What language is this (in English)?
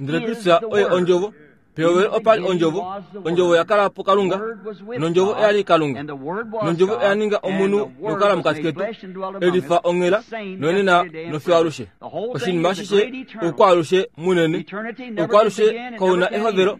Kuanyama